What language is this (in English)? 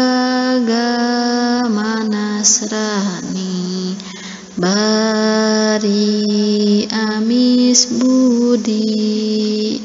Sundanese